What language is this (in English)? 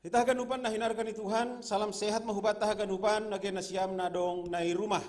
Batak Simalungun